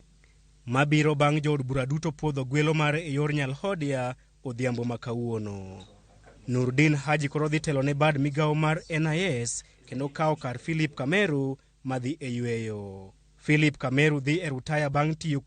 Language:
Luo (Kenya and Tanzania)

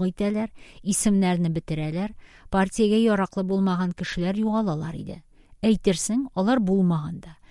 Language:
Tatar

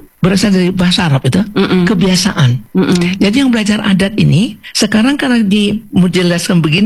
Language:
Indonesian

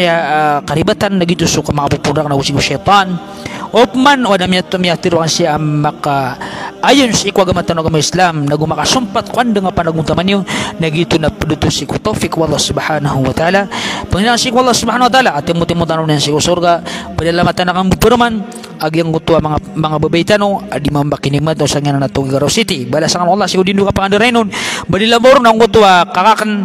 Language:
Maranao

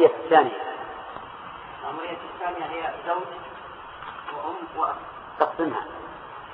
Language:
Arabic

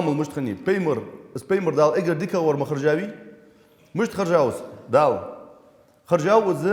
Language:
Ingush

